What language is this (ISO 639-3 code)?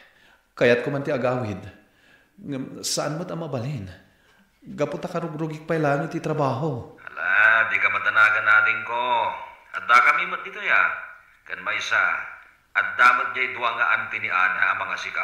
ilo